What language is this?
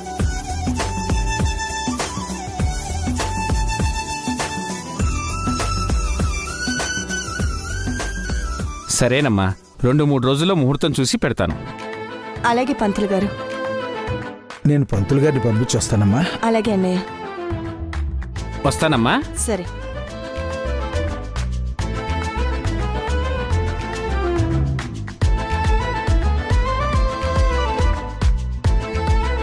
Telugu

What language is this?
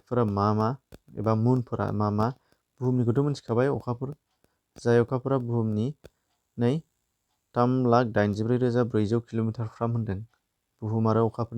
Bodo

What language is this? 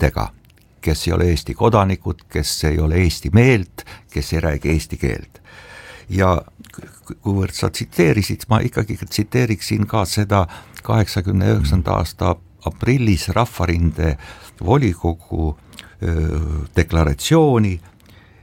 Estonian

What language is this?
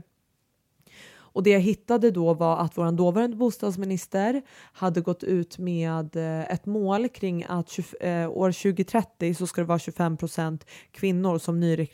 Swedish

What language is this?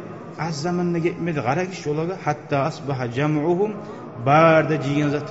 Kumyk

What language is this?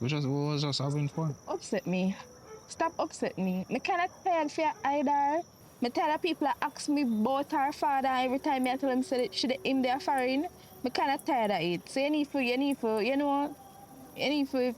Jamaican Creole English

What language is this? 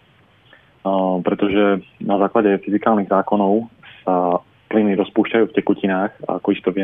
Slovak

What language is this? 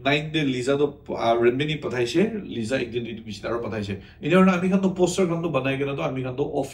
Naga Pidgin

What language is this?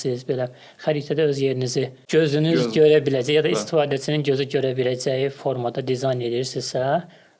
Azerbaijani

